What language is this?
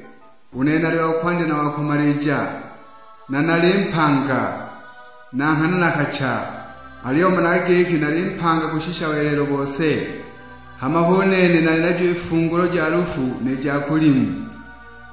Sukuma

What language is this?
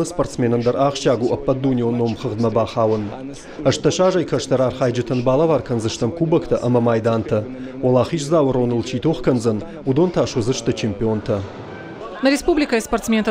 Ossetic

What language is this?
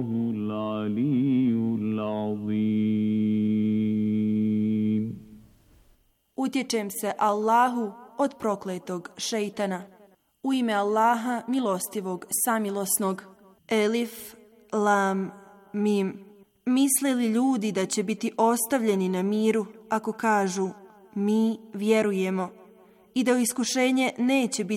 Bosnian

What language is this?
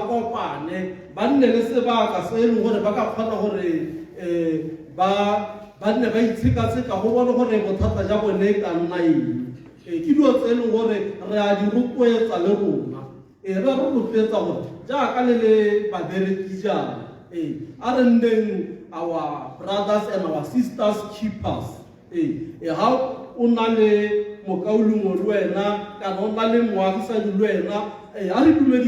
Tswana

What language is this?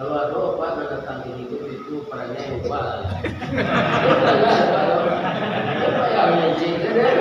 Minangkabau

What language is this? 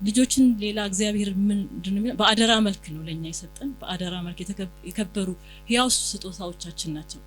Amharic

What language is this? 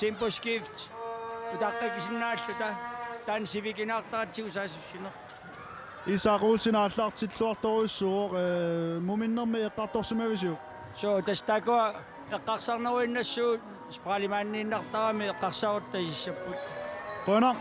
Kalaallisut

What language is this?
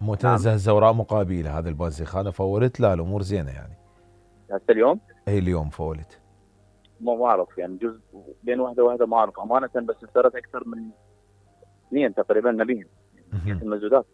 Mesopotamian Arabic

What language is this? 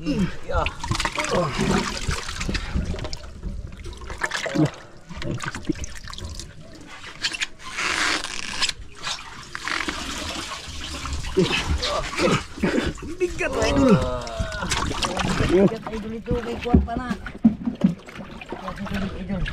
Filipino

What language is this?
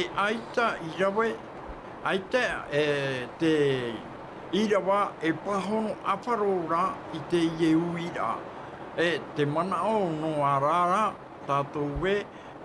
Tahitian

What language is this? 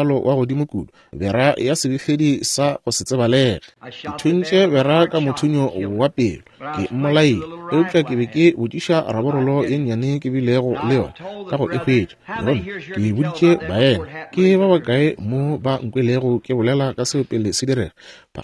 Northern Sotho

